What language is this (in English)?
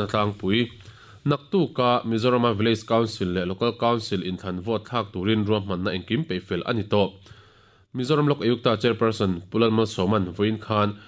Mizo